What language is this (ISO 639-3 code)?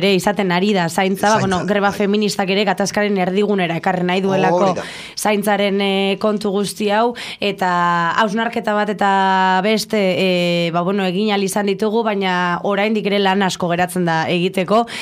eus